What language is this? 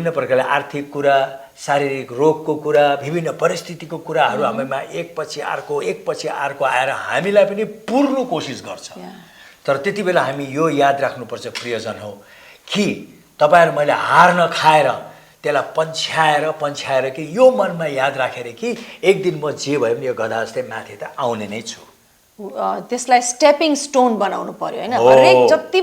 Nepali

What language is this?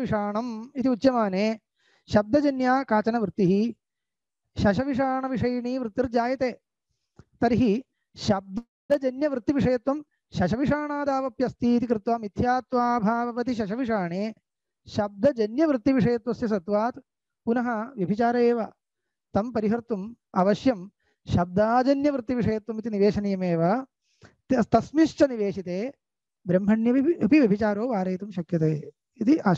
Sanskrit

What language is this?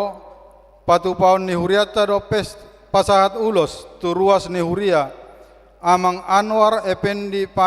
Batak Toba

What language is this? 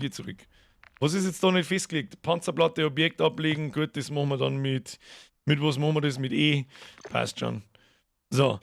Bavarian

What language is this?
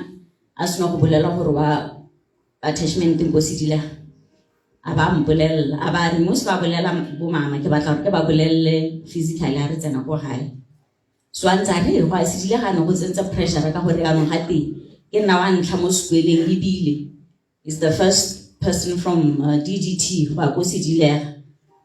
Tswana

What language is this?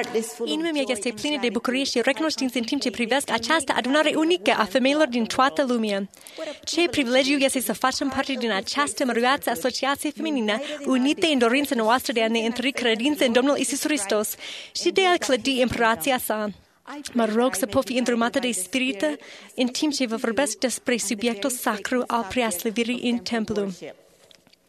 Romanian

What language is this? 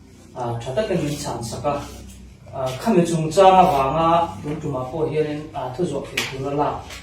Hakha Chin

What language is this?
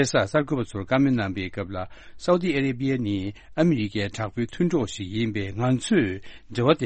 Tibetan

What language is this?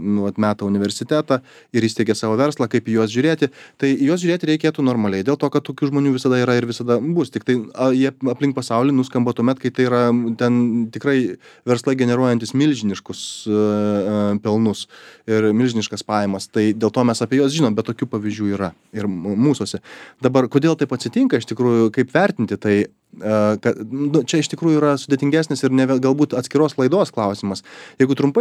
Lithuanian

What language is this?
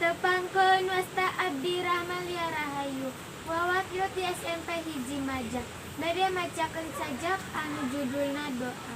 Sundanese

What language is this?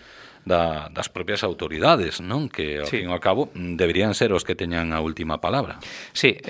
Galician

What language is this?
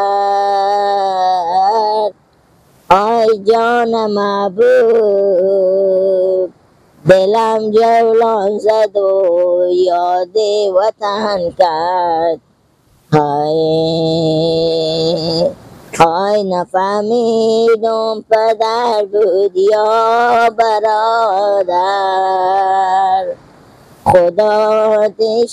Persian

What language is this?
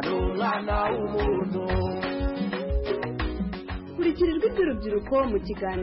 Kinyarwanda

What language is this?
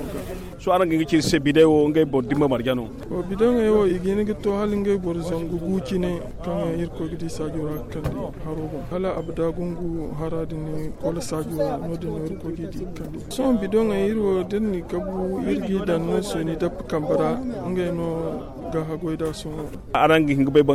Zarma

